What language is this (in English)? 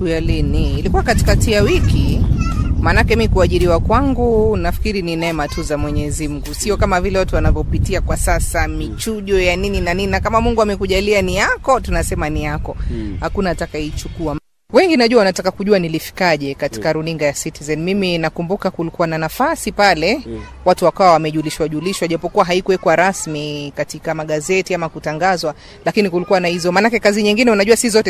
Swahili